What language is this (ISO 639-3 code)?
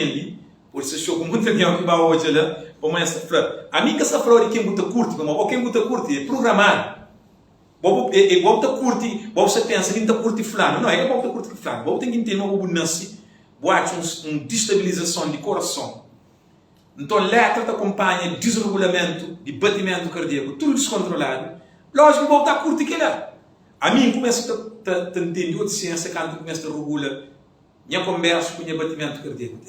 kea